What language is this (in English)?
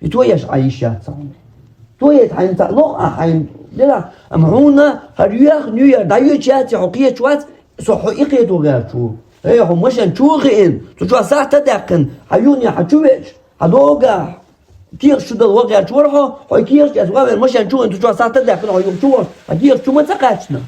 Chechen